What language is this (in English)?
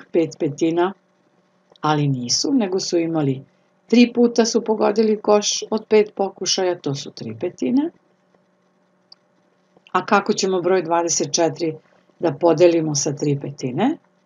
Serbian